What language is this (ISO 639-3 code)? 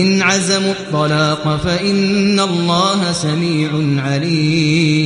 kas